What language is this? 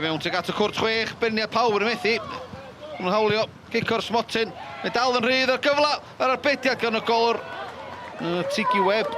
Welsh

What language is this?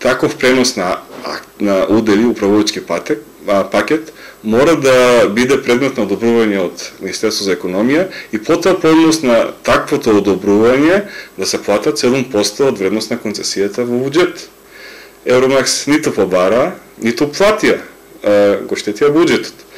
Macedonian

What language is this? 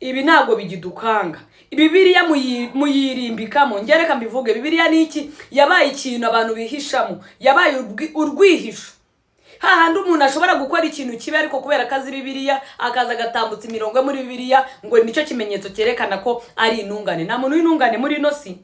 Kinyarwanda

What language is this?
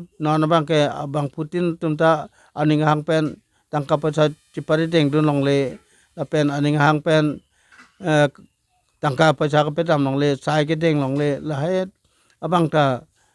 Karbi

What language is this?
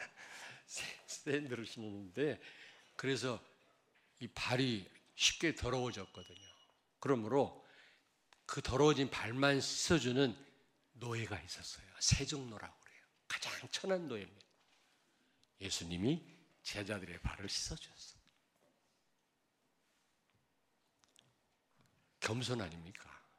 Korean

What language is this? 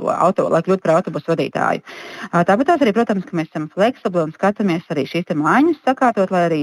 Latvian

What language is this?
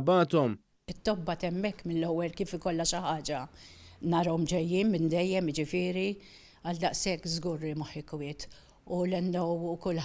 Maltese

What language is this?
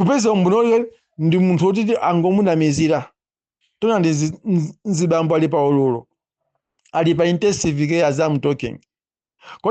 Nyanja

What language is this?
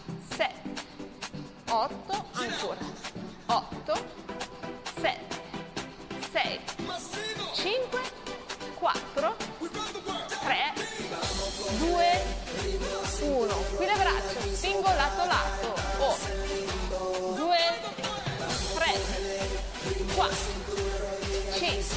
Italian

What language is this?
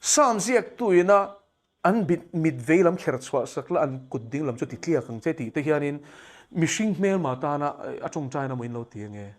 Mizo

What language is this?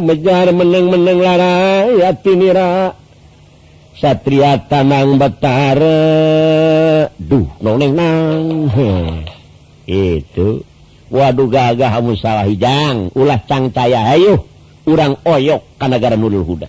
Sundanese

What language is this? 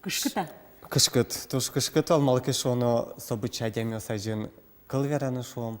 Udmurt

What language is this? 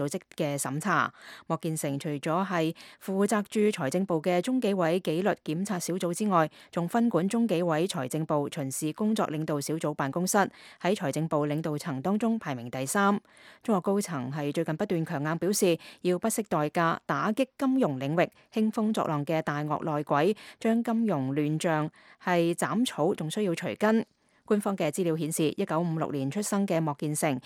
Cantonese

